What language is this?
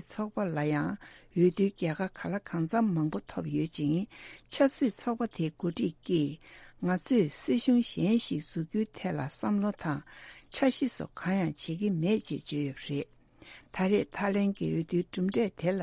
Tibetan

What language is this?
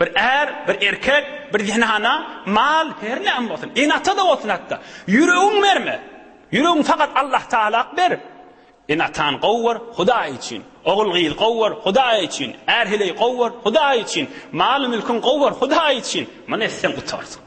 Turkmen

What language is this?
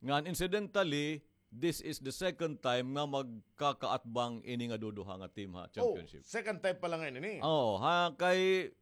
Waray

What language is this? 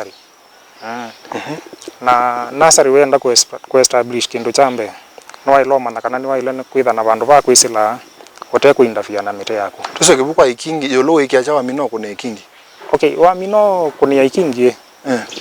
Kamba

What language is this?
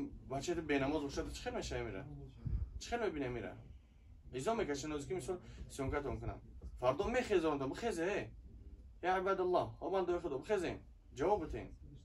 Tajik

